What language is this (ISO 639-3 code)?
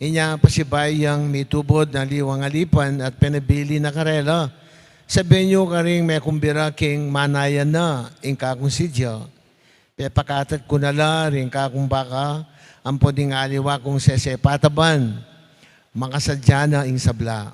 pam